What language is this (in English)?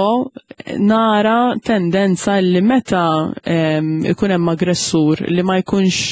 Maltese